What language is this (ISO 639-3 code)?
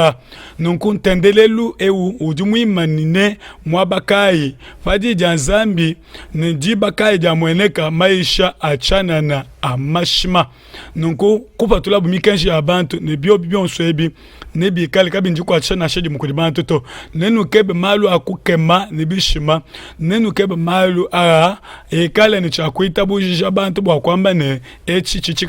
lua